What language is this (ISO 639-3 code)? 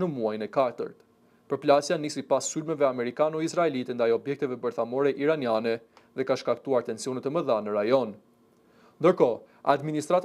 sqi